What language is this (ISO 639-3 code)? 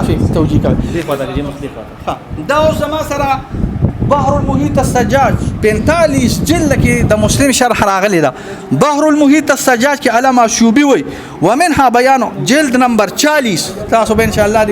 pus